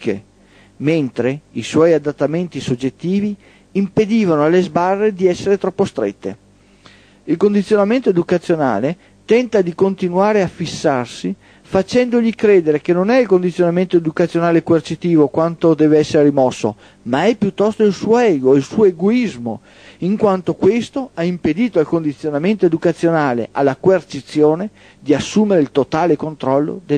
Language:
Italian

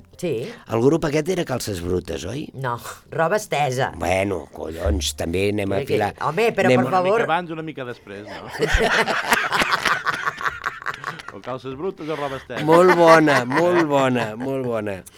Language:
Catalan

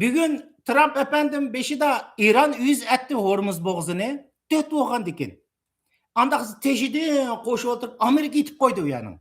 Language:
Uyghur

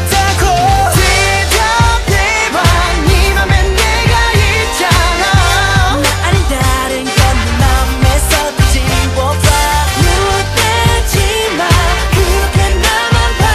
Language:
Korean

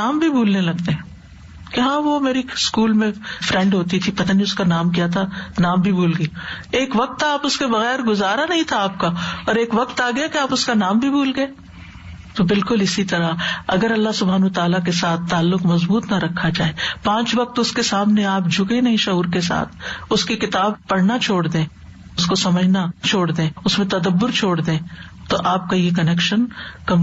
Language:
Urdu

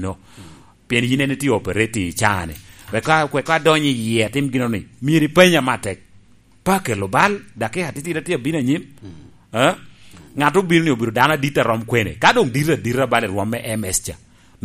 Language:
Lango (Uganda)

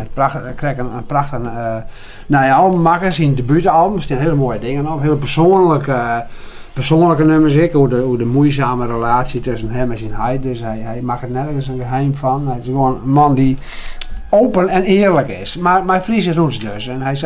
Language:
Western Frisian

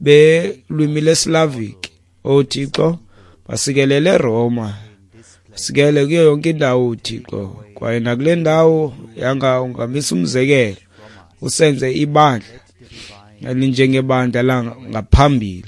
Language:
Xhosa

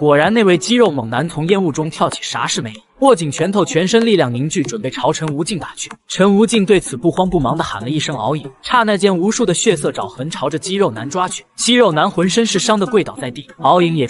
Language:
Chinese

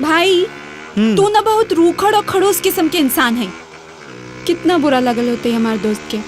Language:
Magahi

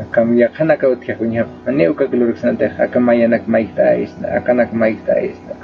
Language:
Aymara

